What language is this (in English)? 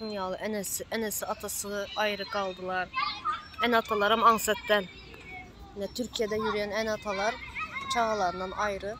Turkmen